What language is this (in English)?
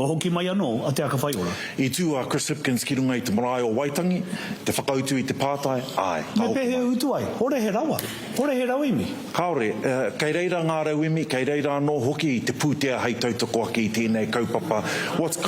Māori